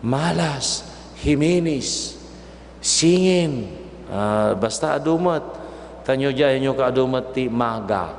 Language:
Iloko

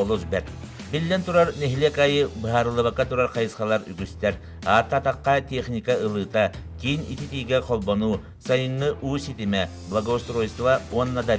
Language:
Yakut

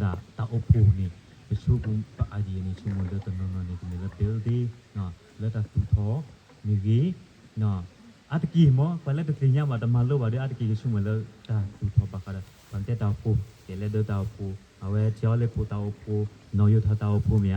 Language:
S'gaw Karen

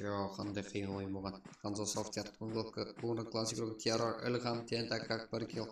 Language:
Kara-Kalpak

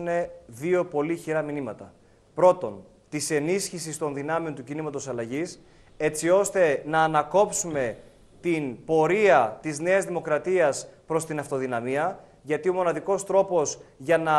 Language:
Greek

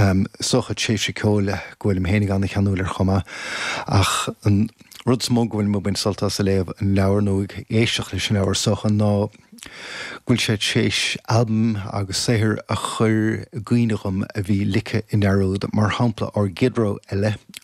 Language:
Irish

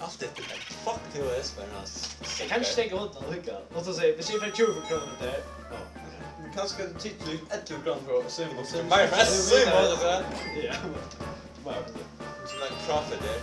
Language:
Faroese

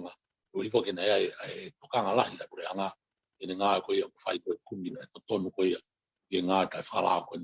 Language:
Tongan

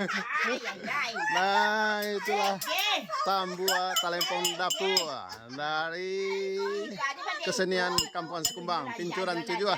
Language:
Minangkabau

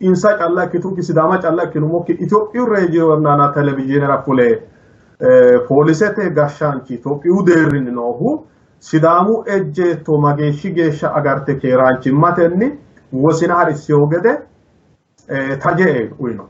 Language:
Sidamo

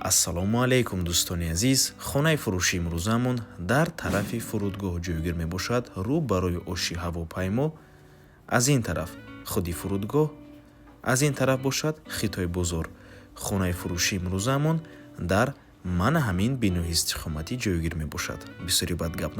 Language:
Tajik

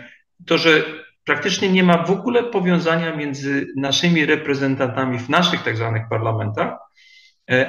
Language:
Polish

